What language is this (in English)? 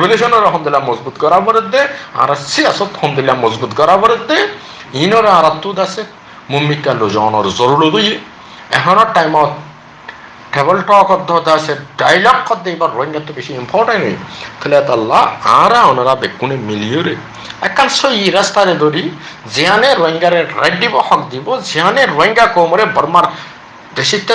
Rohingya